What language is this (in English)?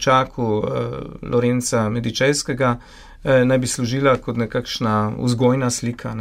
Slovenian